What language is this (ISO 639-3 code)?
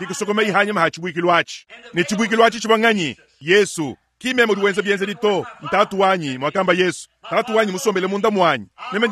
lua